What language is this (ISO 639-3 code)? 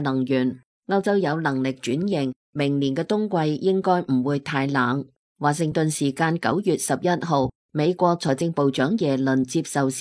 yue